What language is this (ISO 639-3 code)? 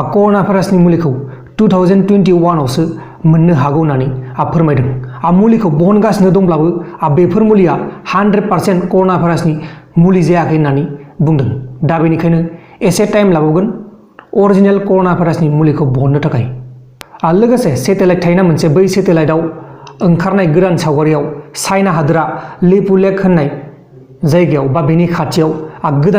brx